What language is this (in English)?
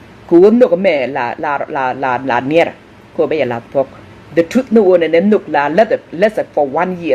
Nuer